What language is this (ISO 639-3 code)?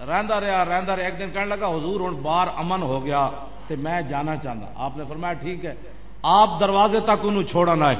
lah